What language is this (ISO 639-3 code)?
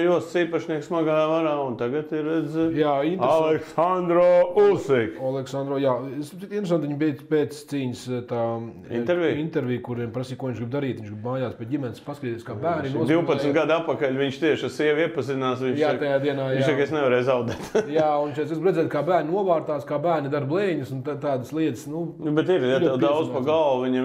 lav